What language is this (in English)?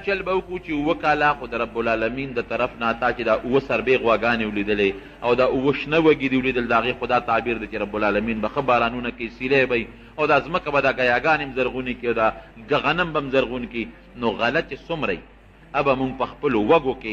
Pashto